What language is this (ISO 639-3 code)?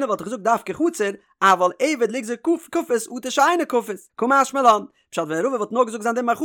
yid